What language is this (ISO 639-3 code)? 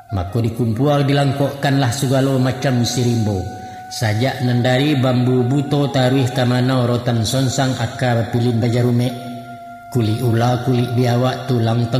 min